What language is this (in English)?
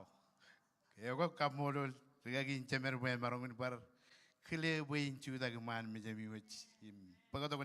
Marshallese